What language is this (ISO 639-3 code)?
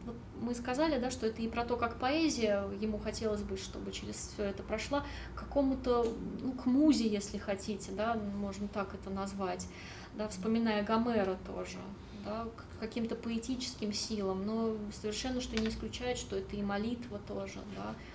rus